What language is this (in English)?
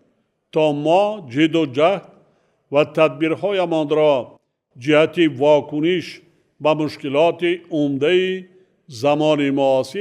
Tajik